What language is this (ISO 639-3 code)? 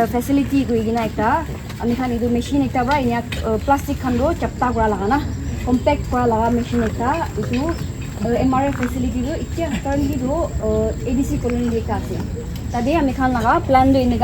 nag